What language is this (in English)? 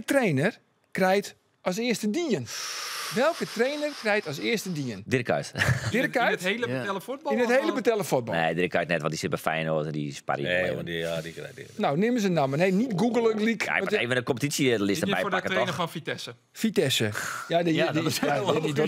Western Frisian